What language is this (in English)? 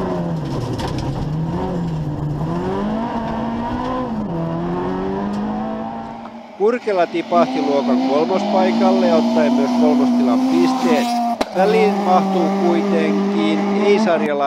Finnish